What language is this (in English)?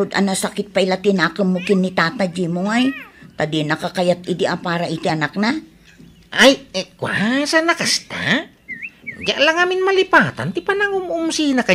Iloko